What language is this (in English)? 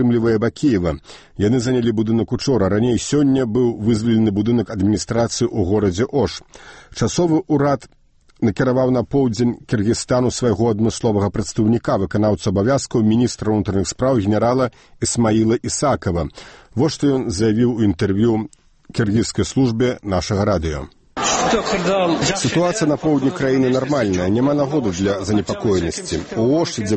Belarusian